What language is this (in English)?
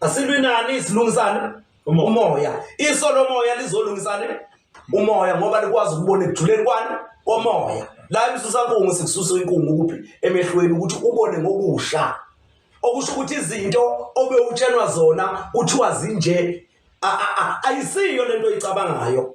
Zulu